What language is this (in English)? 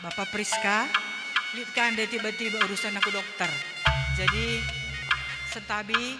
Batak Karo